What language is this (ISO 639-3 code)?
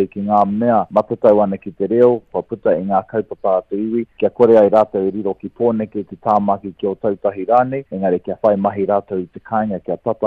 mri